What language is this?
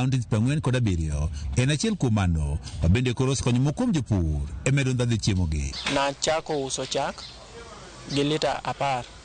Luo (Kenya and Tanzania)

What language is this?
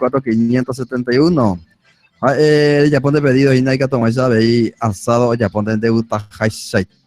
Guarani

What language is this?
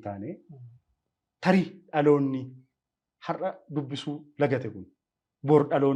Oromo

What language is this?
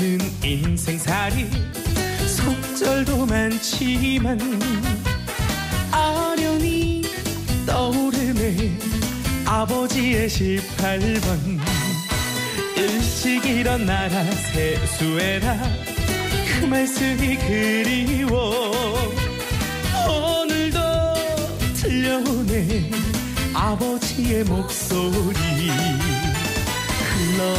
Korean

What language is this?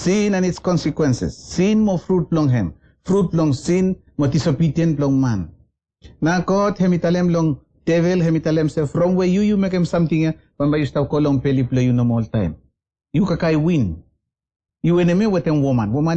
Bislama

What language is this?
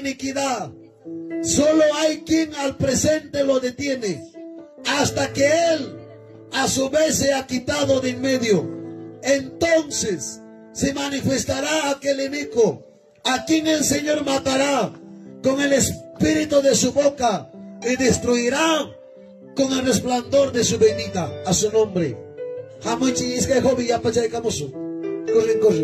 Ayacucho Quechua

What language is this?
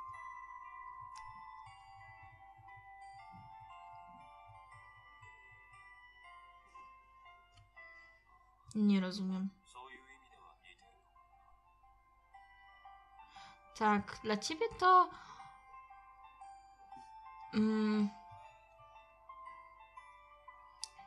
Polish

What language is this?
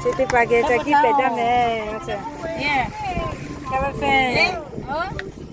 Lahu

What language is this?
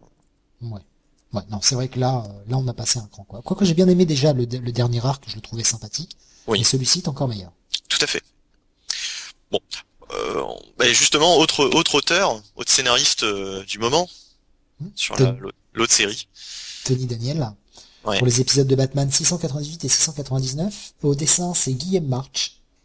French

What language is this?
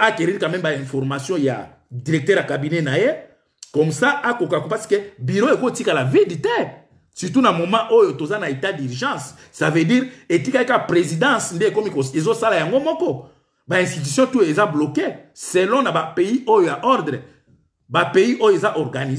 Lingala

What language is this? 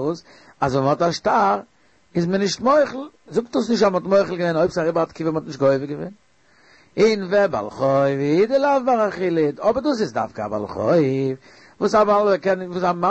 Yiddish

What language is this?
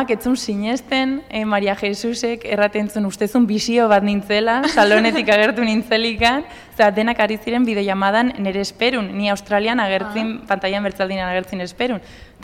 Basque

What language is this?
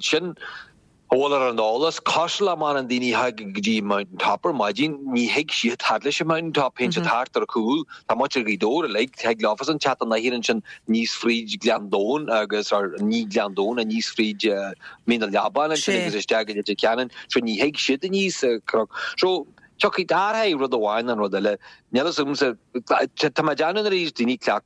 Irish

